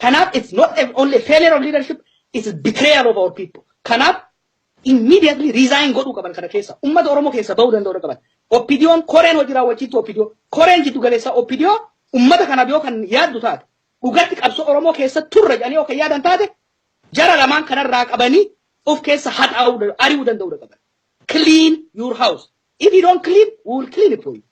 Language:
Oromo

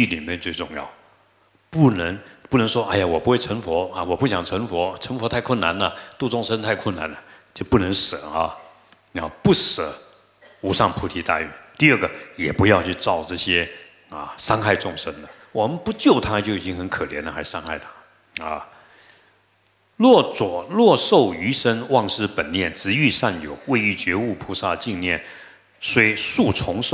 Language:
Chinese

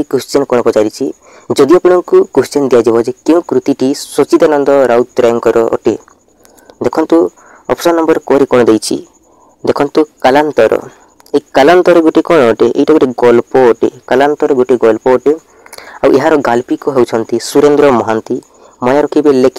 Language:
Odia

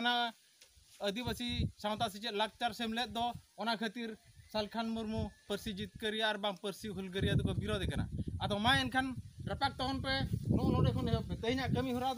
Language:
Santali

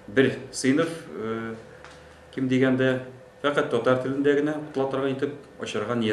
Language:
Tatar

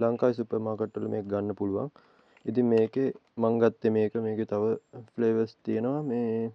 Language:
Sinhala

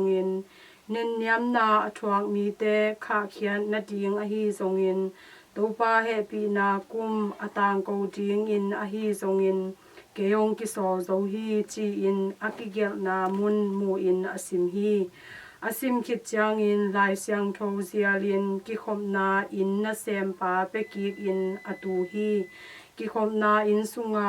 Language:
Tedim Chin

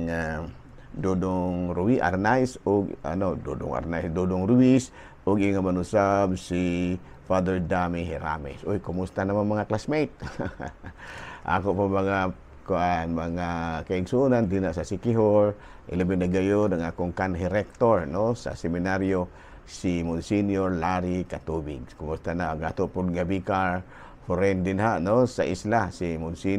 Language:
Cebuano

